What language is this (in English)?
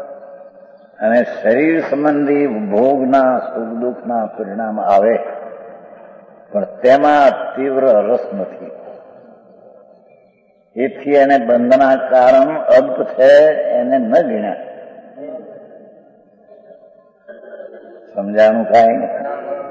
Gujarati